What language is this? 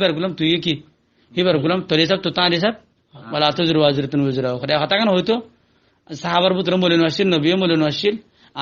Rohingya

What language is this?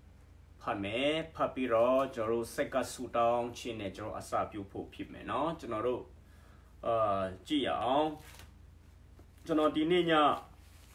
Burmese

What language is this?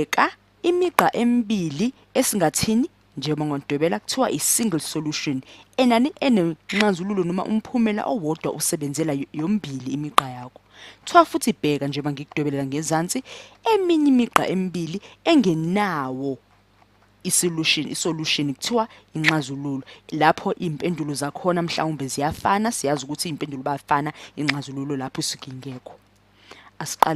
Zulu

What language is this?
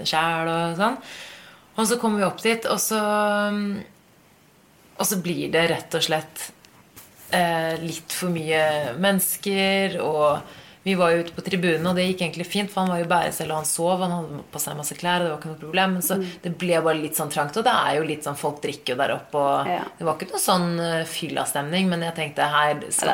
Norwegian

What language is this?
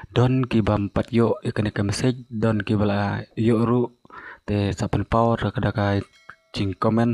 Khasi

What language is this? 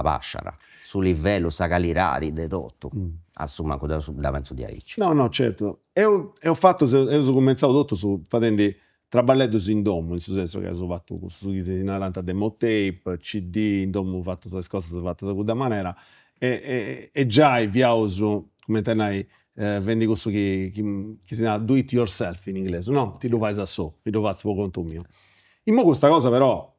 Sardinian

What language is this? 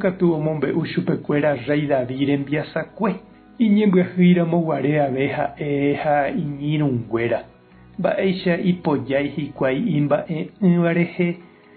Guarani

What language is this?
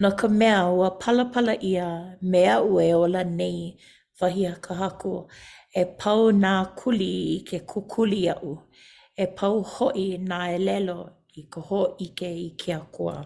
Hawaiian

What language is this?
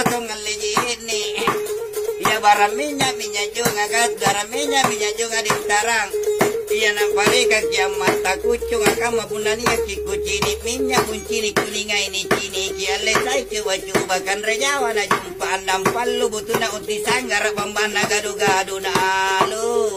Makasar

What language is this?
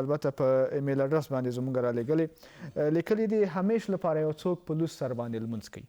Pashto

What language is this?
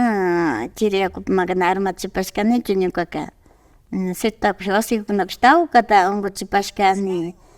Imbabura Highland Quichua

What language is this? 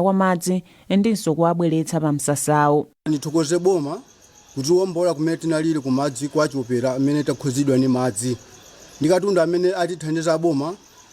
Nyanja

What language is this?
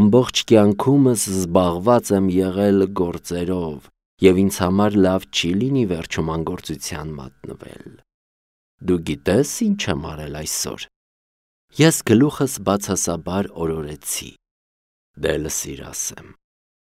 Armenian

